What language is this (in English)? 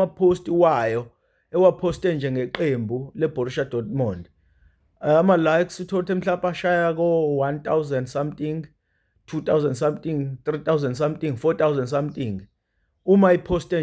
Zulu